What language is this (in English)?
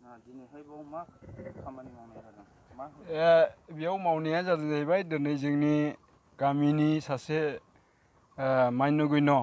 Bodo